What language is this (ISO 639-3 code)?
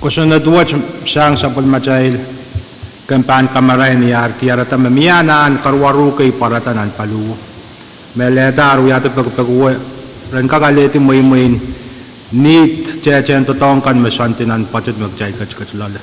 pon